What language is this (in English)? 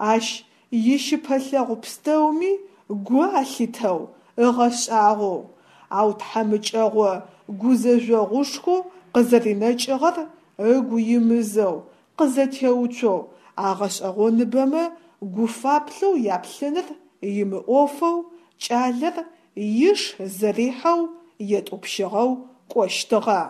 Adyghe